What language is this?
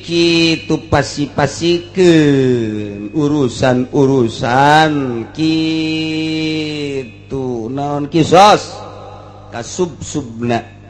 Sundanese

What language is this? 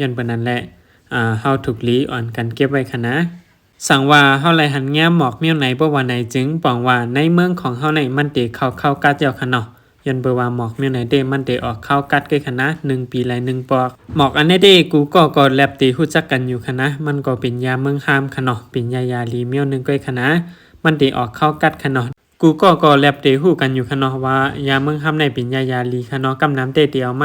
Shan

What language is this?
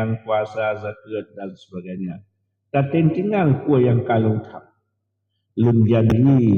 Achinese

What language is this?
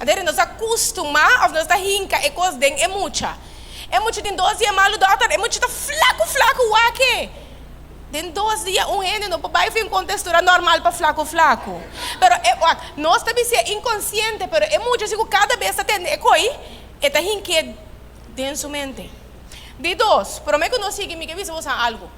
Papiamento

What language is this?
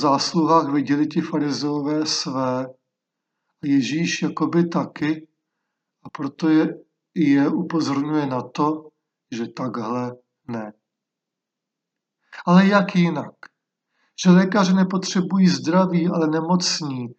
Czech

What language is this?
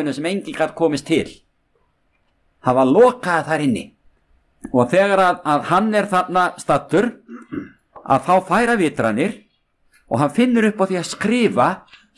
Icelandic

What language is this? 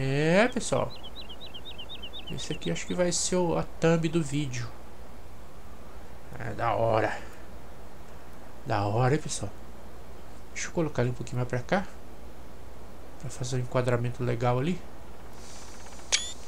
Portuguese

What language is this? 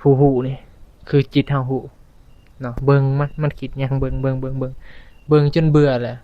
Northeastern Thai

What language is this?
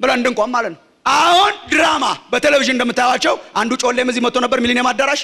Amharic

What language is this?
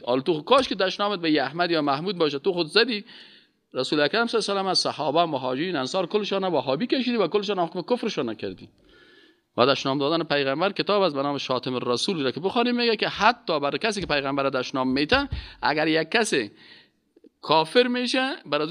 Persian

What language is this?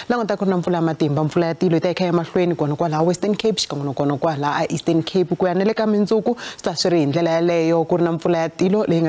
Tsonga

